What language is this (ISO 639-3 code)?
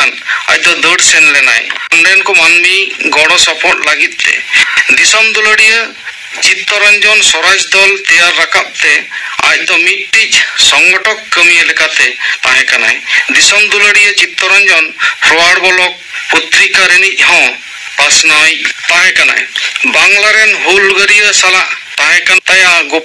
sat